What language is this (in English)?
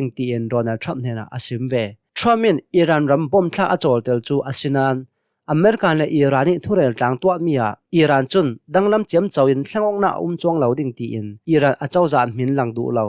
Hakha Chin